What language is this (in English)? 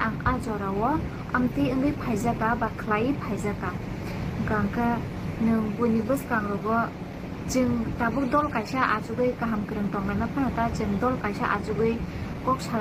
Kok Borok